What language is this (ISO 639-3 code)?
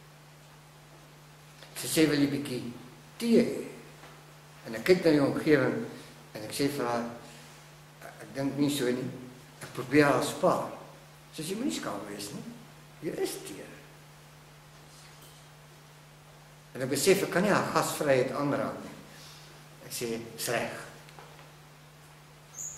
afr